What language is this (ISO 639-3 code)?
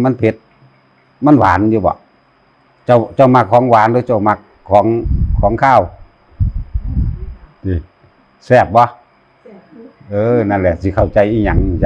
tts